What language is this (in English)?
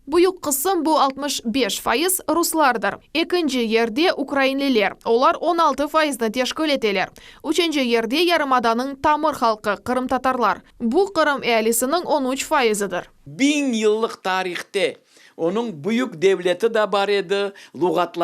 Crimean Tatar